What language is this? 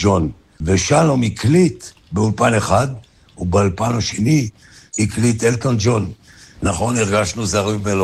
Hebrew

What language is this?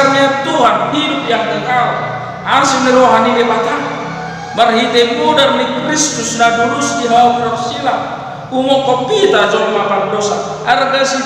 Batak Toba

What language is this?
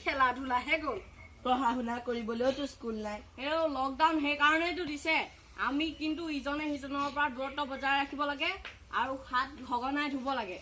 Assamese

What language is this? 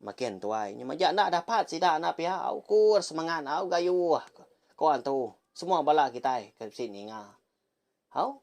Iban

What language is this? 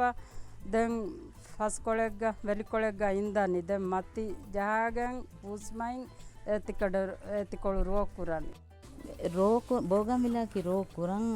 Divehi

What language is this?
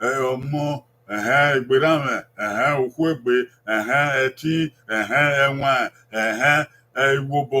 Bini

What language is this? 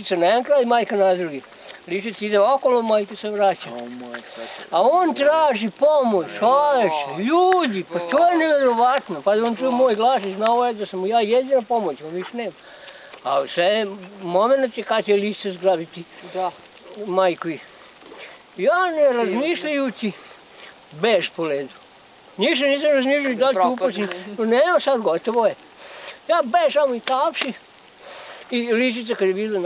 Bosnian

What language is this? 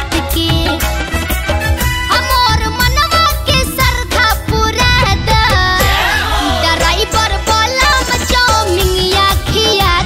Bhojpuri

